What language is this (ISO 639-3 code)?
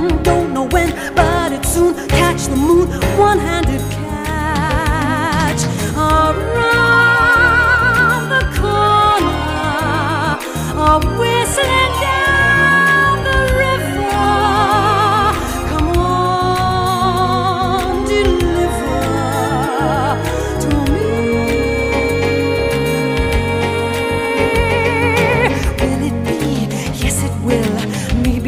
eng